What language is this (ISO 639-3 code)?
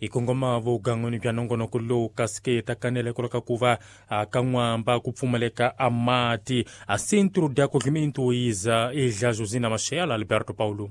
tso